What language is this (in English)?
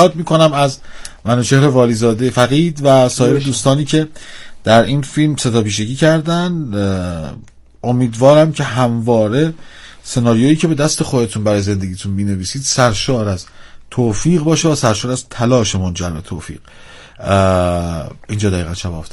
Persian